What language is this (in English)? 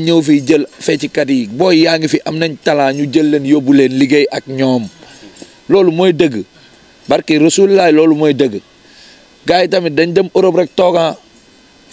Wolof